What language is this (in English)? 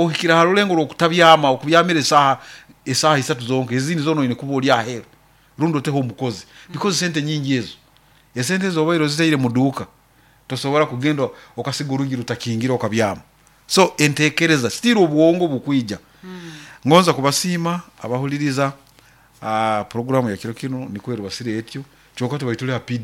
Nyoro